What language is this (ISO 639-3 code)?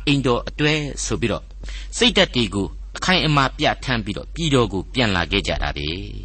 mya